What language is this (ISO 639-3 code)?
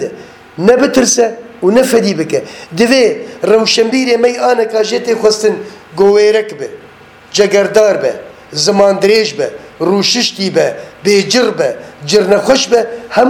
kur